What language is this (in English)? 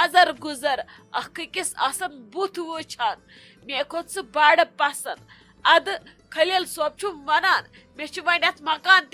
Kashmiri